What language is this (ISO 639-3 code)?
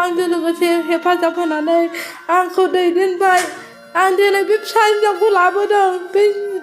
brx